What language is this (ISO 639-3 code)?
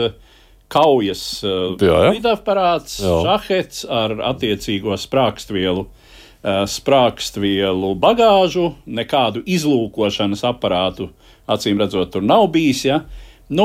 lav